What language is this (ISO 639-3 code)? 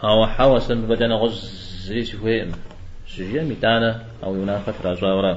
kbd